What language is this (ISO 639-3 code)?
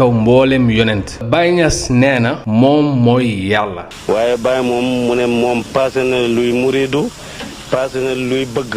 wol